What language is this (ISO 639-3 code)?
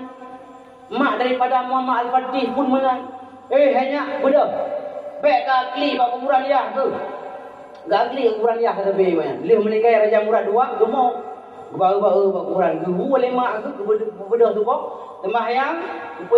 ace